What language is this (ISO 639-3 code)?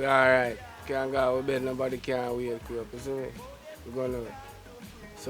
jam